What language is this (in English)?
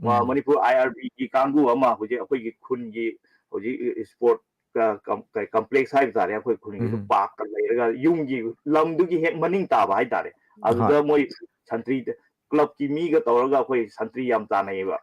Manipuri